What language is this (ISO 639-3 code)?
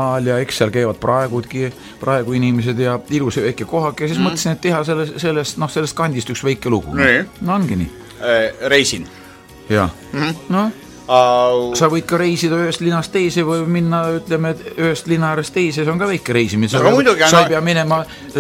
est